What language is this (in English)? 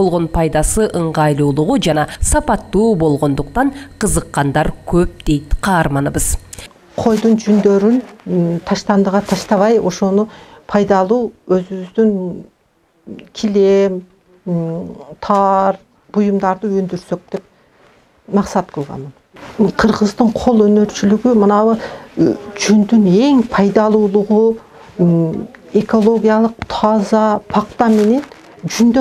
Kyrgyz